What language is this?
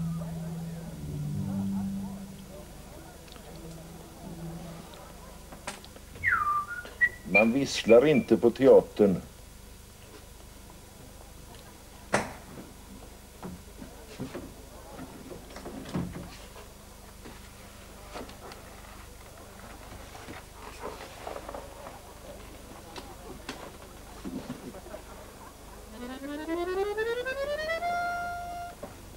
Swedish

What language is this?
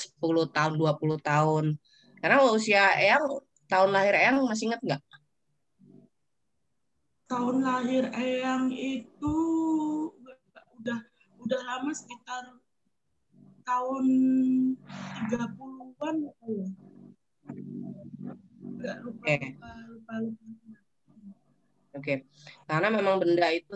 Indonesian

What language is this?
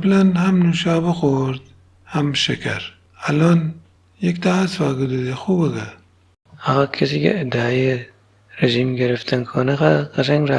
Gilaki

